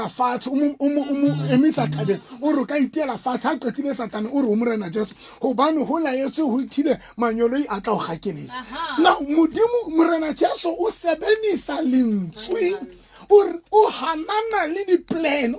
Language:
Southern Sotho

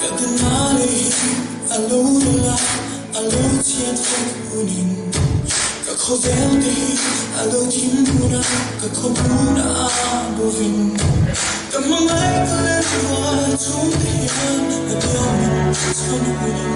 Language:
Mizo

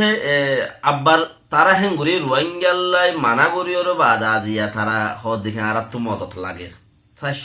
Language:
Rohingya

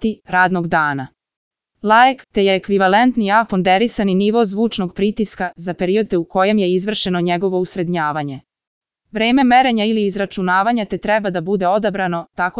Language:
Serbian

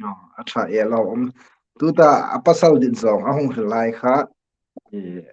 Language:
Hmar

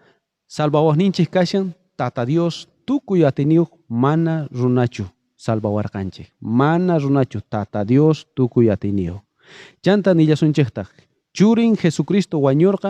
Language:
South Bolivian Quechua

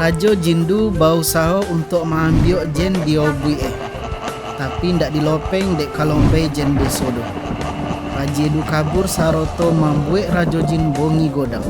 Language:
Minangkabau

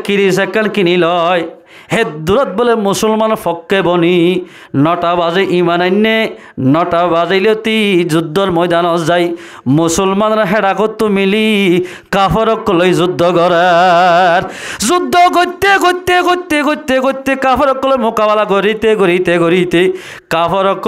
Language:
Rohingya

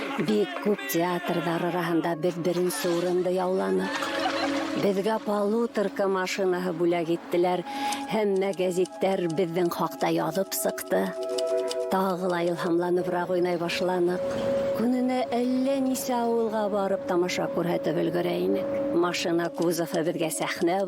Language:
Bashkir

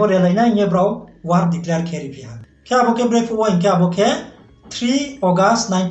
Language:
Riang (India)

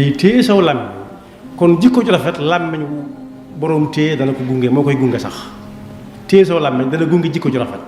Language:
Wolof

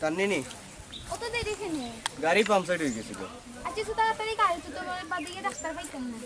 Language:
Sylheti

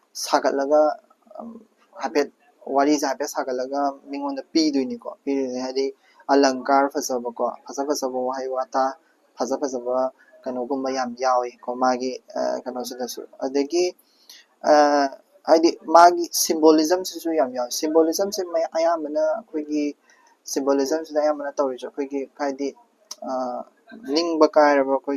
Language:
Manipuri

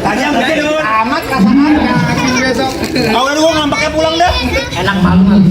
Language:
Betawi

